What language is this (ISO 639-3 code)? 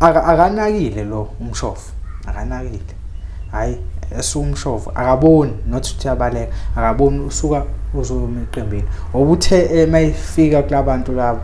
zul